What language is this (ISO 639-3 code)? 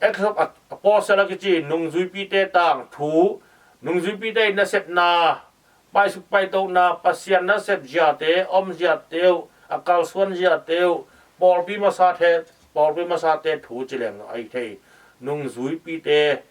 ctd